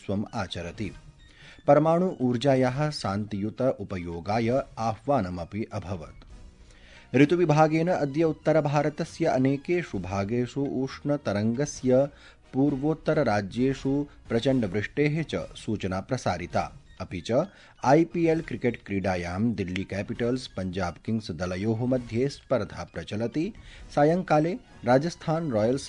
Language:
Sanskrit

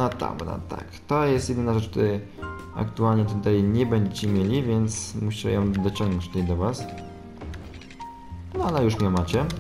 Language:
Polish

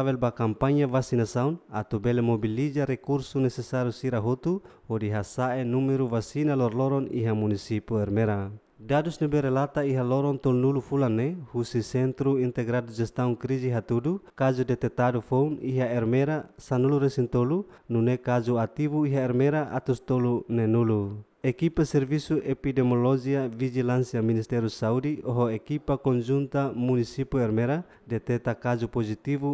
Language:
Tetum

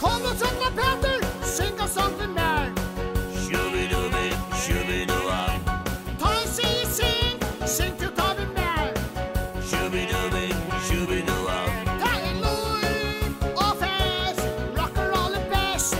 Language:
Faroese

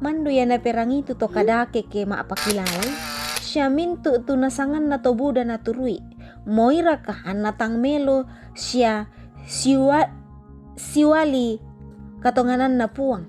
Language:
Toraja-Sa'dan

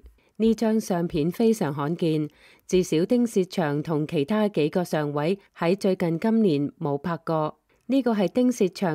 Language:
Cantonese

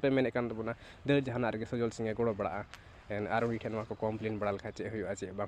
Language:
Santali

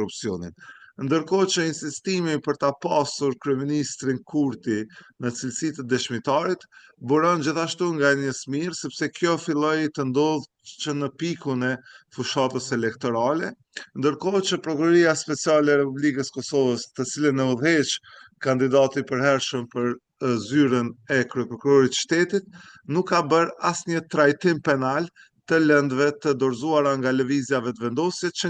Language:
Albanian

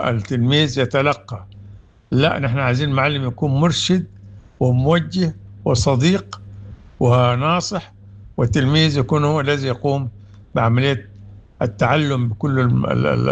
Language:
Sudanese Arabic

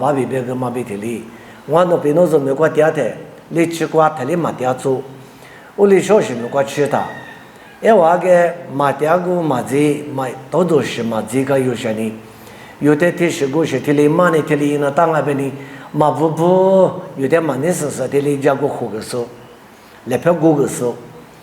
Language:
Lisu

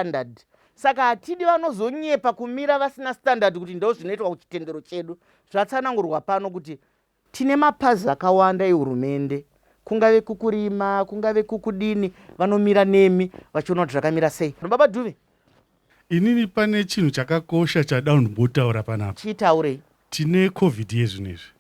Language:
Shona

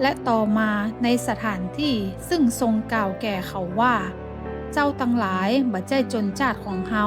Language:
Northern Thai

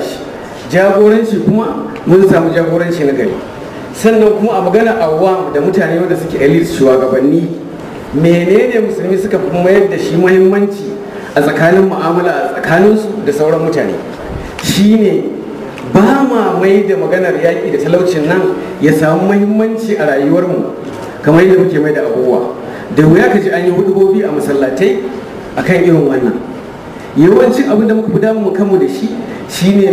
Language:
Hausa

